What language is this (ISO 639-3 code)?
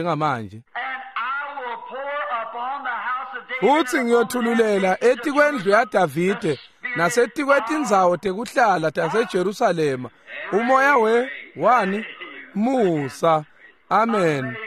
ssw